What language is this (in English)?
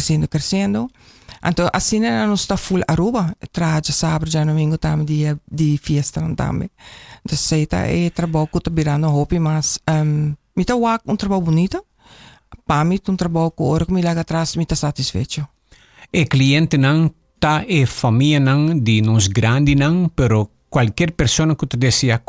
Papiamento